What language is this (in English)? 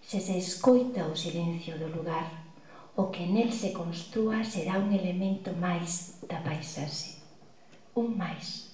Galician